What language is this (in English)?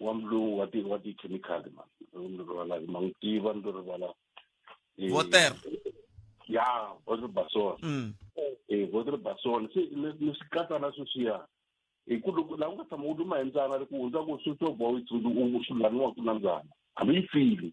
Tsonga